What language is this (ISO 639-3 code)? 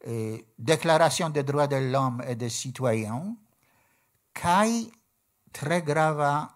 epo